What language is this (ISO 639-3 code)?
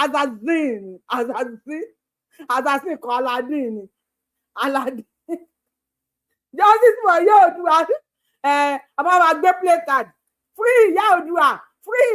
yor